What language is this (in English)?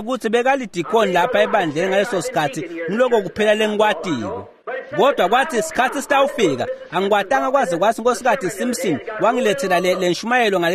Swati